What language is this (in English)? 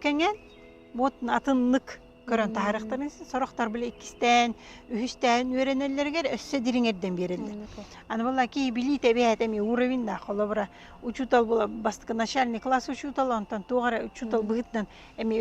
Yakut